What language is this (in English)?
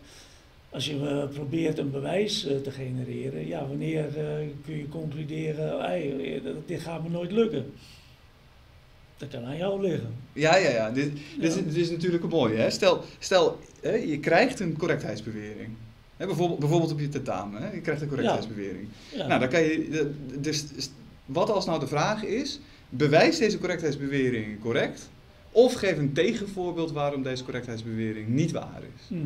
Dutch